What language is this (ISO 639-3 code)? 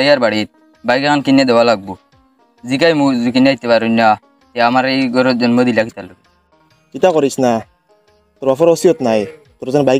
syl